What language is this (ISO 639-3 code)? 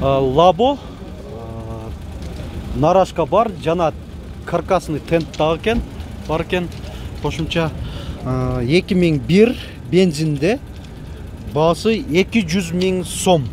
kir